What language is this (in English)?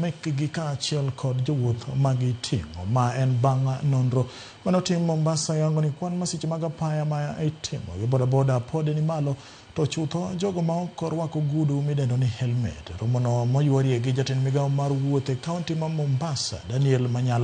Luo (Kenya and Tanzania)